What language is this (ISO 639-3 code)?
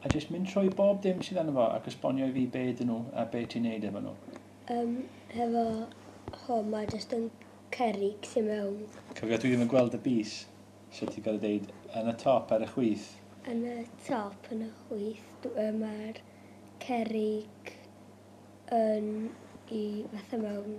cym